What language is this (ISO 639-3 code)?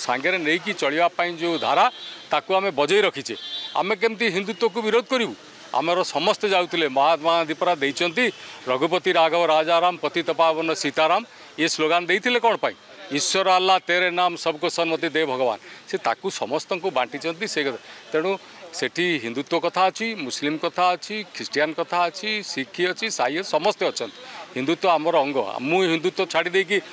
ori